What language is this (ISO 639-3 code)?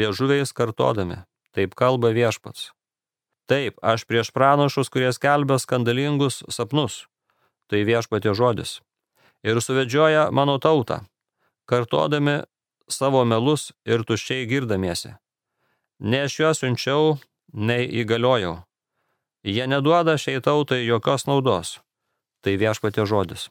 lit